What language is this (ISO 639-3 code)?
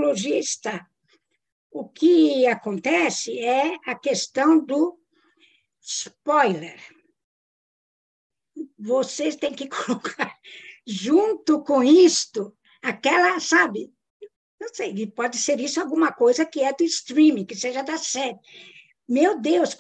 por